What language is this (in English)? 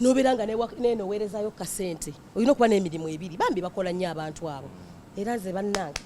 Ganda